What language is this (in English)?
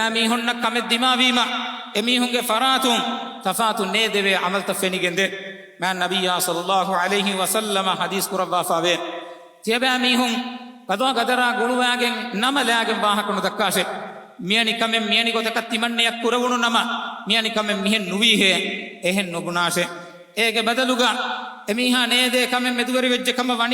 Divehi